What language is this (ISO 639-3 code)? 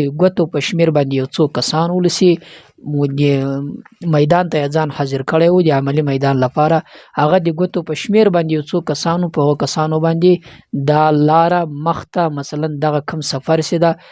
pus